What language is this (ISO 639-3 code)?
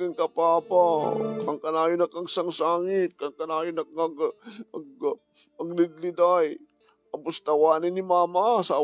ilo